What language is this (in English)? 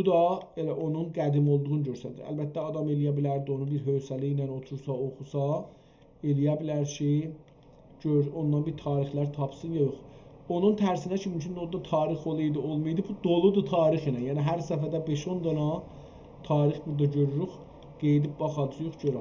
South Azerbaijani